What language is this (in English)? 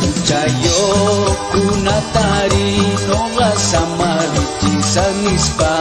Quechua